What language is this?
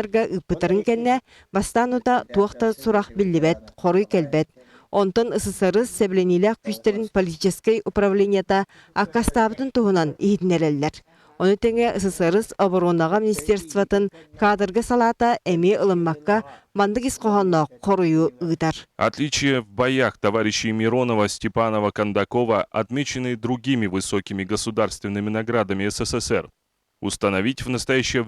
Yakut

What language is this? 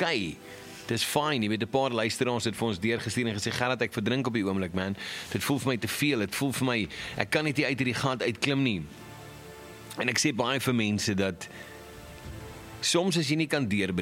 Afrikaans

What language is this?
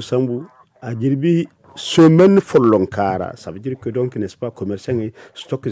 Zarma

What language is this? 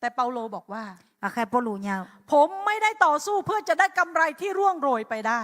Akha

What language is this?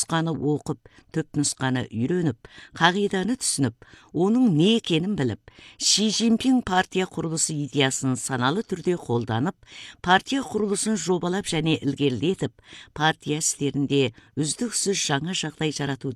Kazakh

